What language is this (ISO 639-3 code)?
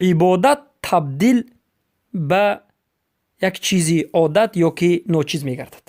fas